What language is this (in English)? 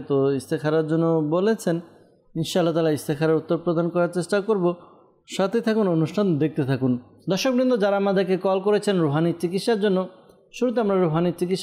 Bangla